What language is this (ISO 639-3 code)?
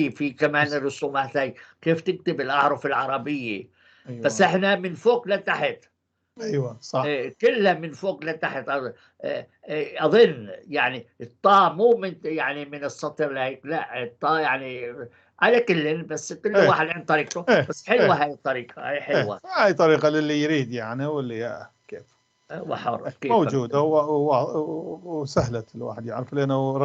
apc